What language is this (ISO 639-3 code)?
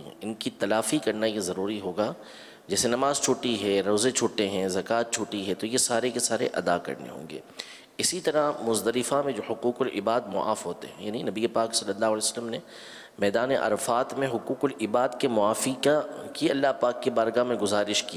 urd